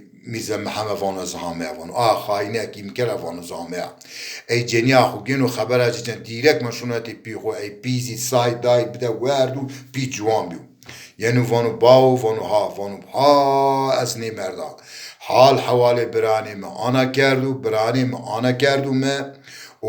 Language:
Zaza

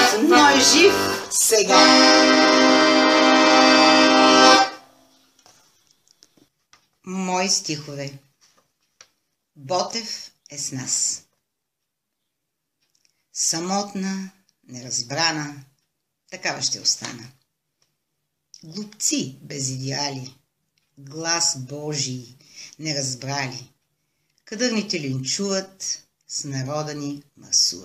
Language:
Bulgarian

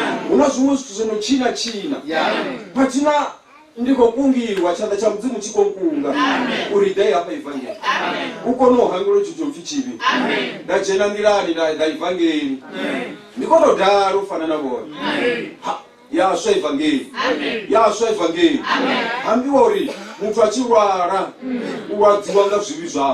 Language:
Venda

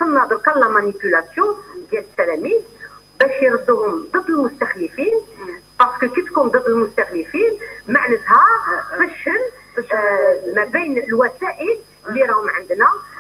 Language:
Algerian Arabic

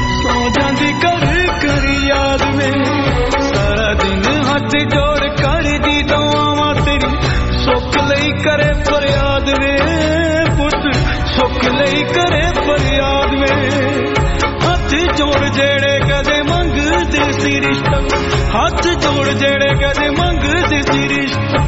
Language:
Punjabi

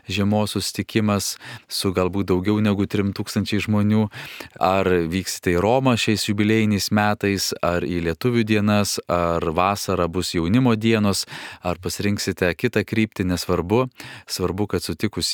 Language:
Lithuanian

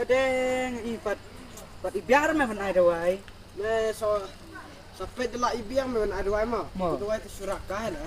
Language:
Khasi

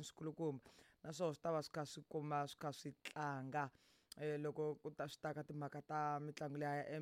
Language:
Tsonga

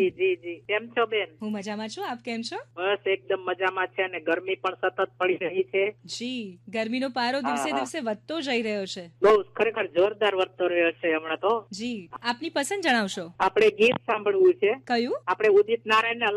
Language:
Gujarati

